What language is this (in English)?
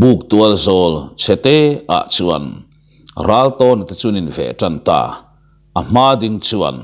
Mizo